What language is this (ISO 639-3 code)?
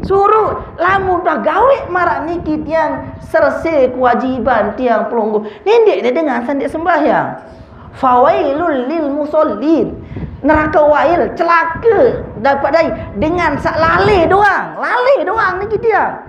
sas